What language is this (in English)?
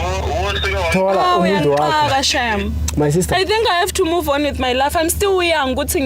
Zulu